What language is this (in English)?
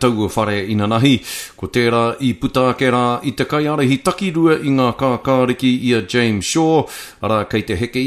Māori